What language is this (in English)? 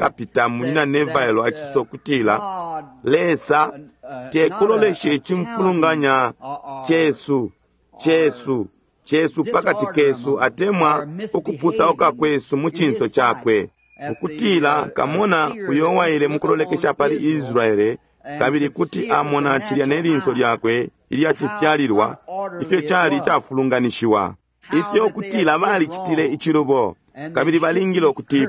Bemba